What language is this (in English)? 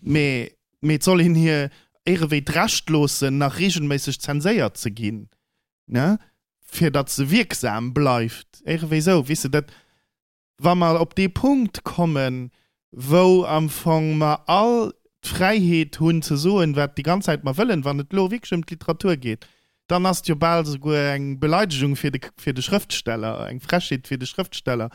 Luxembourgish